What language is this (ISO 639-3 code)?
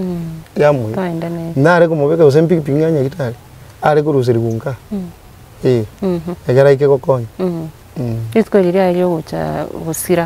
guz